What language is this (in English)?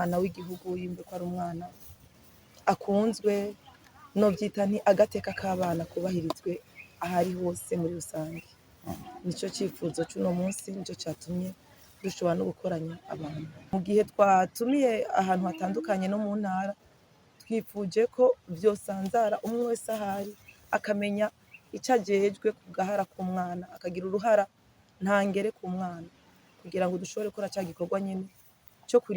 Rundi